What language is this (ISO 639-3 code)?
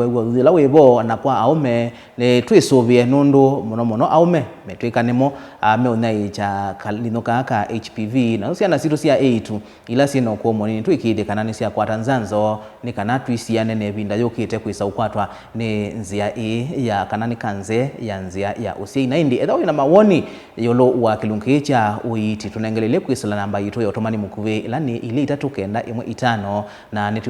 kam